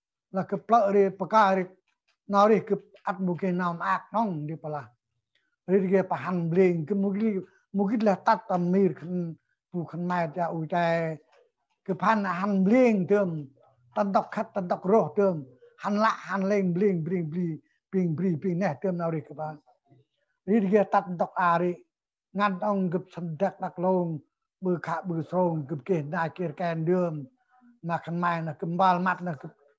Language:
Central Mnong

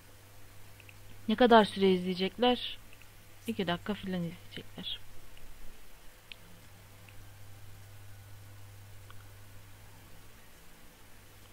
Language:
Turkish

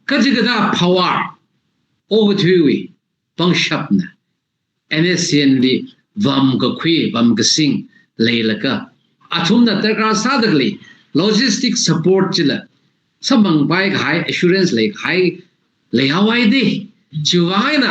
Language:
Tangkhul Naga (India)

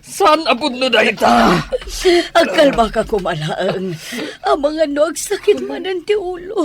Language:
Iloko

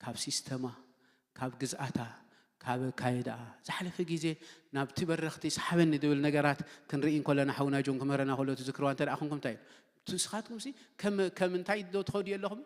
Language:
Tigrinya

